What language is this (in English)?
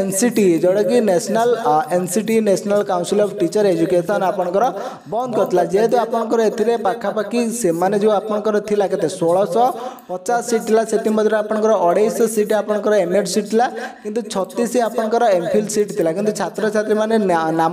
Odia